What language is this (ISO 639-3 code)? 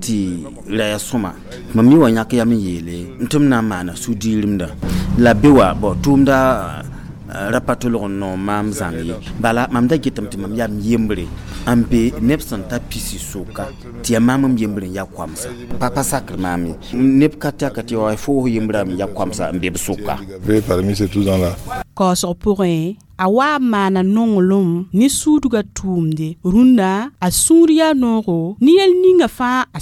mos